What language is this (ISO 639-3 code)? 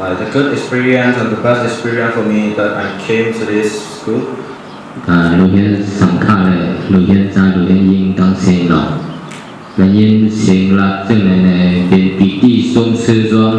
shn